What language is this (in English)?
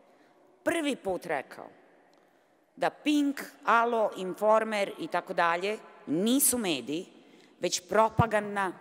Serbian